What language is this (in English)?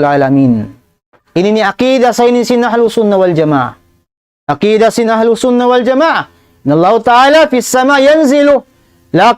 Tausug